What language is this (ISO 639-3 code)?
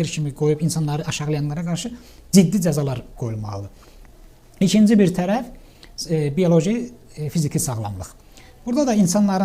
aze